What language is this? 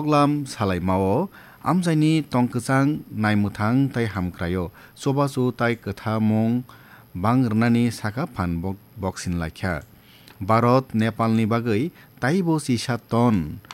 Kok Borok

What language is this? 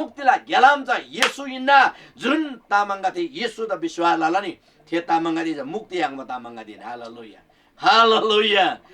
Eastern Tamang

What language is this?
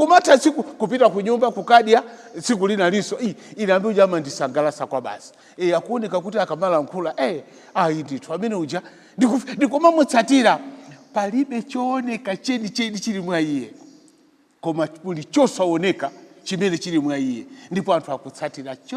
Nyanja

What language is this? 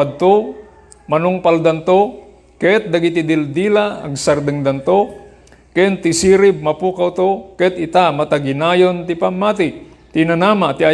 Iloko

